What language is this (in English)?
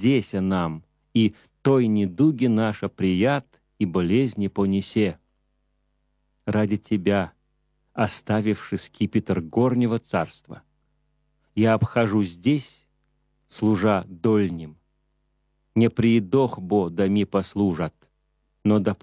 Russian